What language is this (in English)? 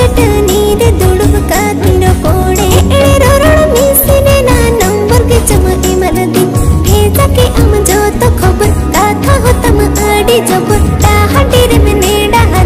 Santali